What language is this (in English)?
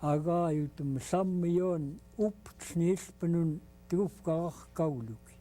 Central Yupik